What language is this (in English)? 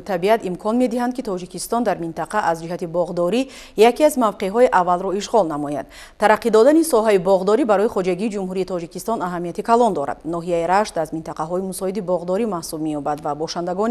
Tajik